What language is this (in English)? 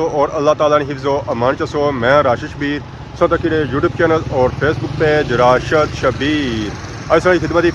Pahari-Potwari